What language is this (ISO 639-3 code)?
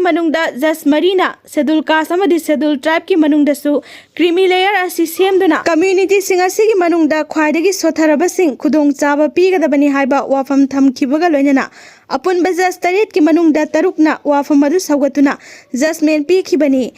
mni